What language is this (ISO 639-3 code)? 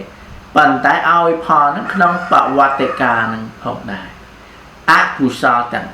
khm